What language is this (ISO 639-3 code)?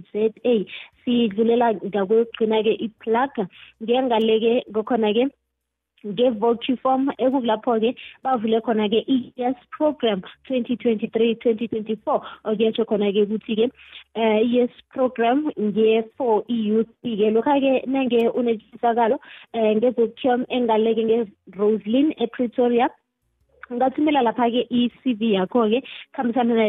nbl